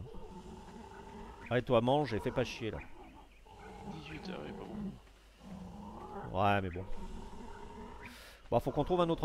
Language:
French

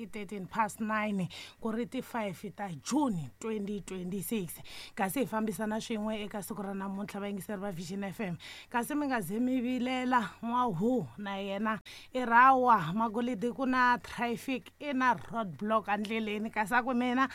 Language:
Tsonga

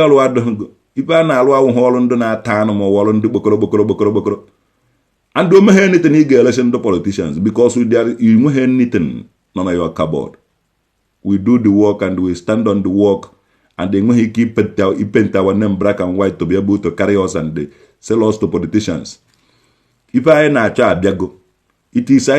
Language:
Igbo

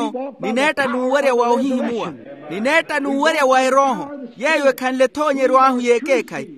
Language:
Makhuwa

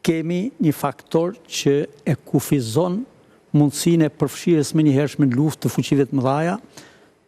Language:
Albanian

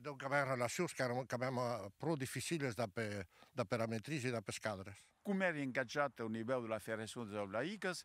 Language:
Occitan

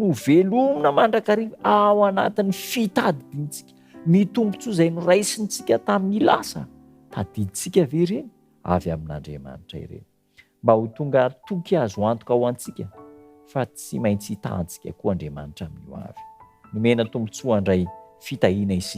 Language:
Malagasy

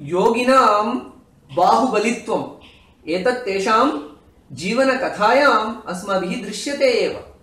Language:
Sanskrit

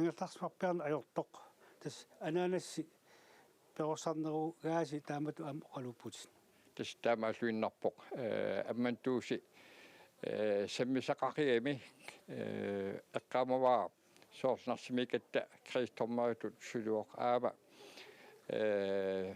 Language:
Kalaallisut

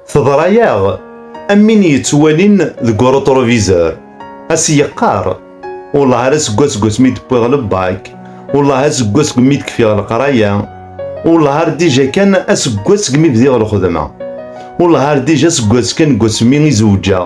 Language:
Kabyle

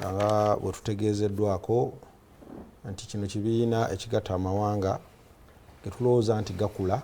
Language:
Ganda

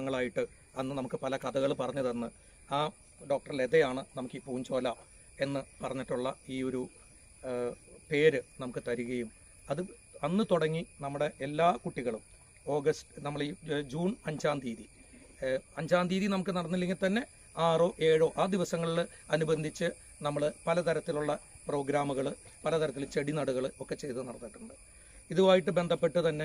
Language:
Malayalam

